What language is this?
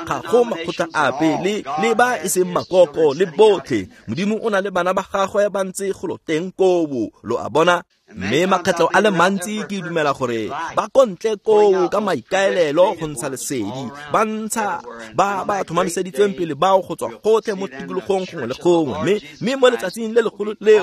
Tswana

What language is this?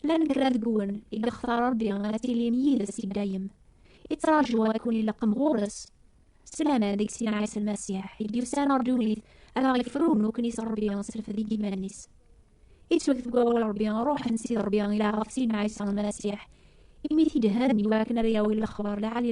Kabyle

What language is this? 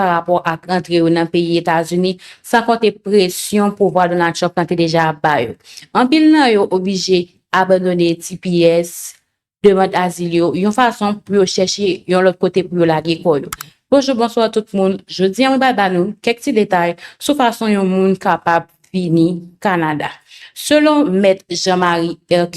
Haitian Creole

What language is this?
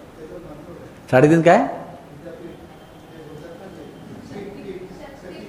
Hindi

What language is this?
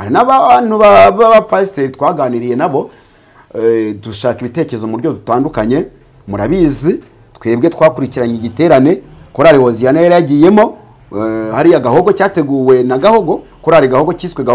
Kinyarwanda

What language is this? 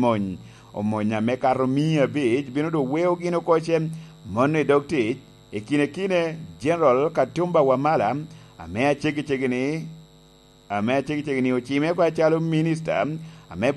Lango (Uganda)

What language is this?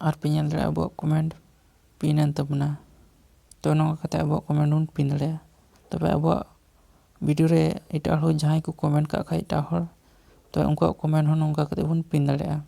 Santali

